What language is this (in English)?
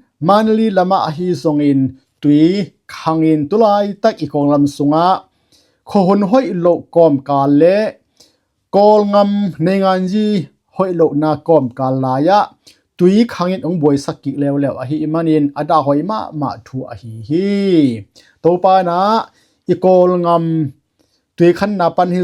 Tedim Chin